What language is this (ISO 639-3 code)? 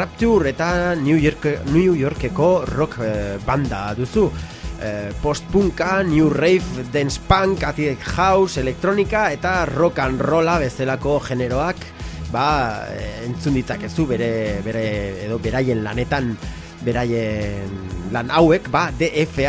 eus